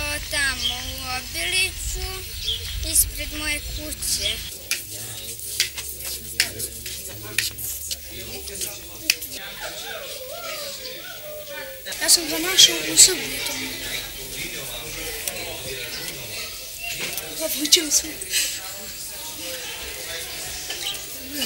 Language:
Serbian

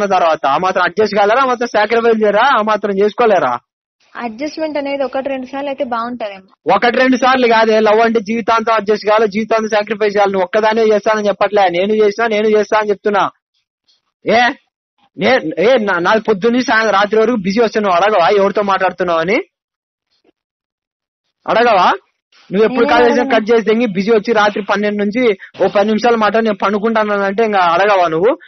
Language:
Telugu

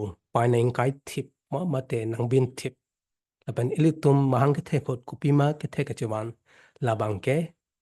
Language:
Karbi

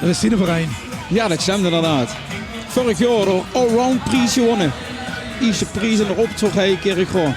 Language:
Limburgish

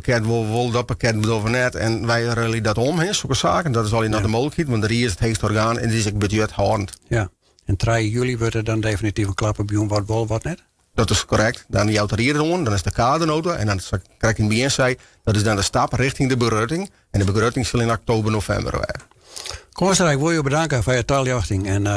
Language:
Western Frisian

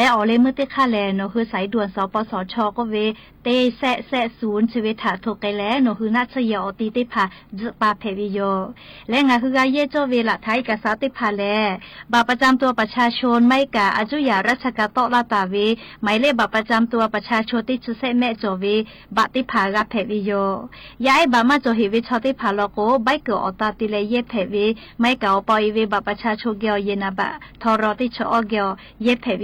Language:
Lahu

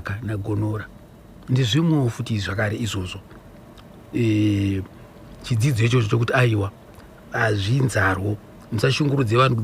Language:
Shona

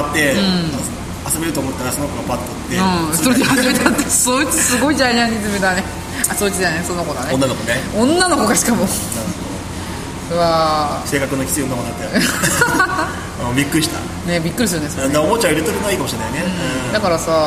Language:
Japanese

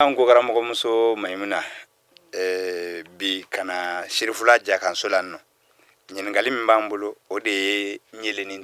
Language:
Bambara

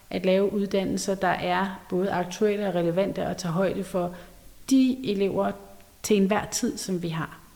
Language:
Danish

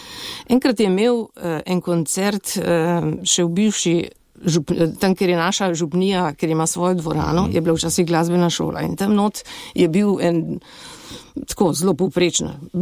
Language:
Slovenian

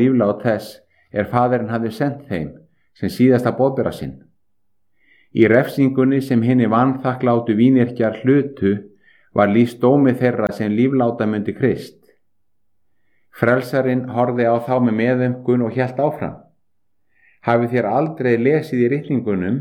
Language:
Icelandic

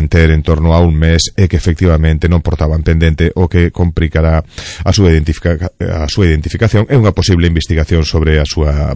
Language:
Galician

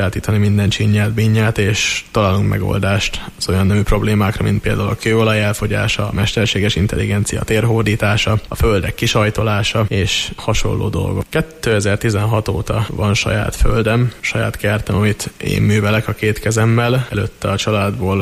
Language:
Hungarian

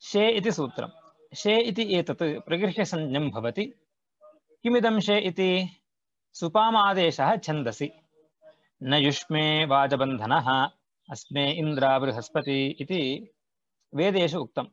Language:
Sanskrit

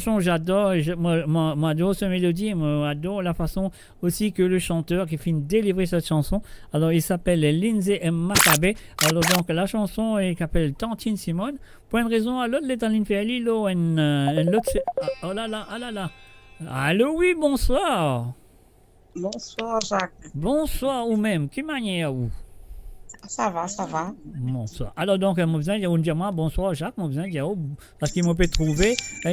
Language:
Morisyen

